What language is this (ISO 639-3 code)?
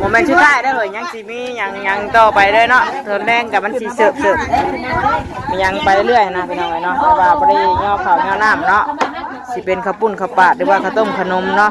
tts